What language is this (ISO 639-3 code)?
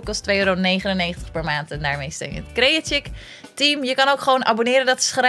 nld